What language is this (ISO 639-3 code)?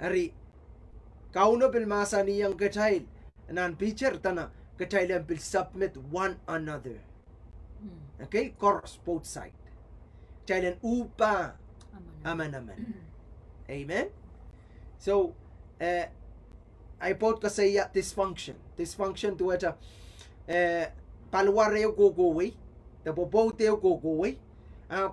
pon